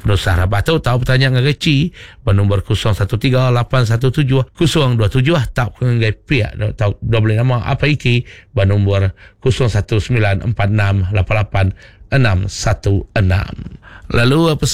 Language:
Iban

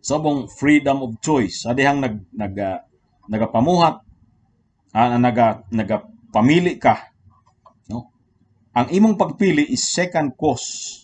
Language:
Cebuano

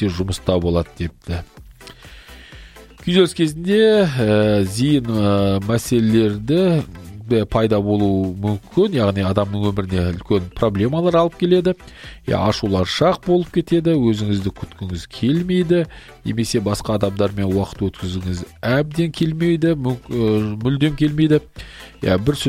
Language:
Kazakh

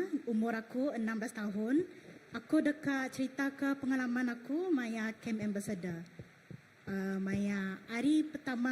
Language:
Iban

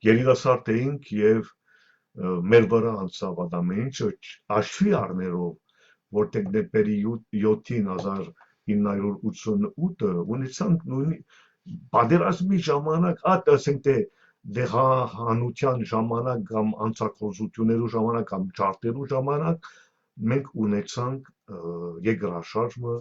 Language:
Western Armenian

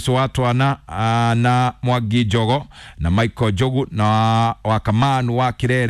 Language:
Kikuyu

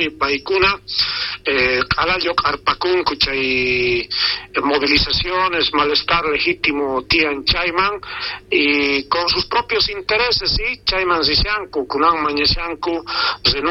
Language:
South Bolivian Quechua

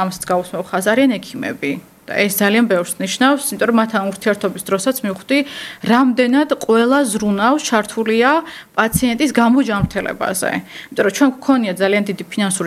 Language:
Georgian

